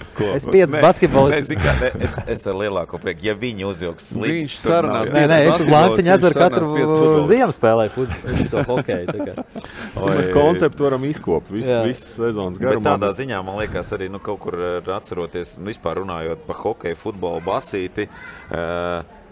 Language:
Latvian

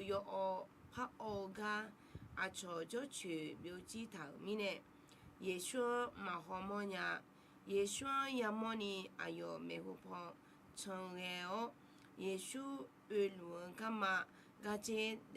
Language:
Akha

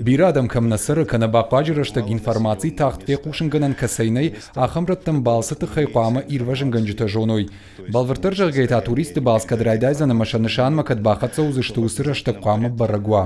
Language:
Ossetic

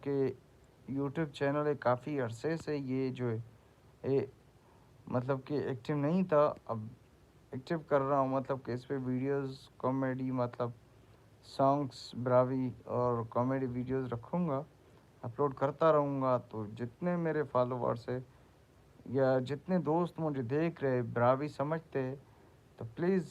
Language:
Brahui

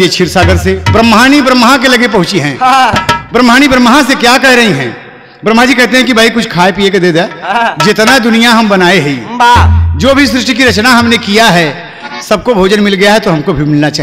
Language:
Bhojpuri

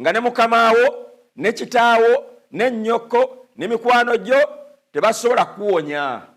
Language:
Ganda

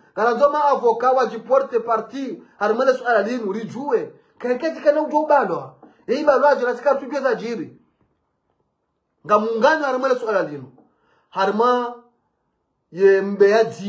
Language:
Swahili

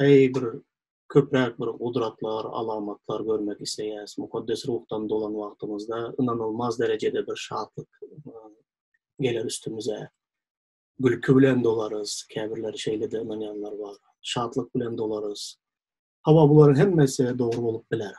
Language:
Turkmen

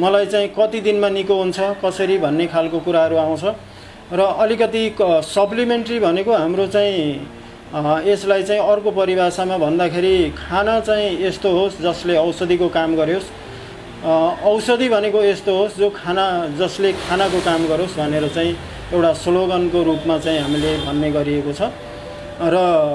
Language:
Nepali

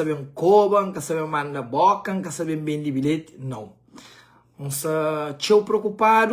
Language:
Kabuverdianu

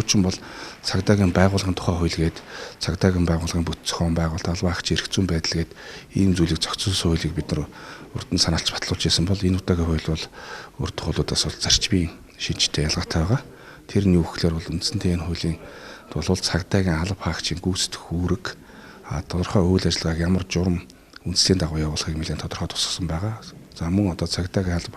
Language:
Mongolian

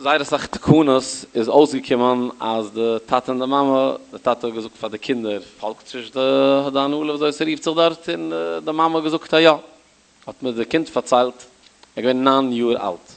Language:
Yiddish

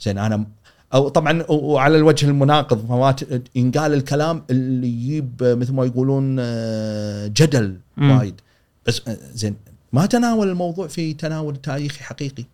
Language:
Gulf Arabic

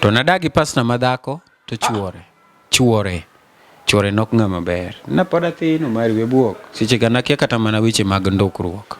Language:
Luo (Kenya and Tanzania)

